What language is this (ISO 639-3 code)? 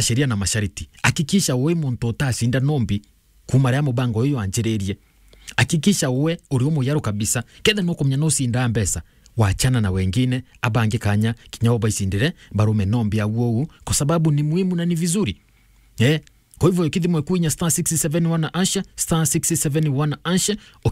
mer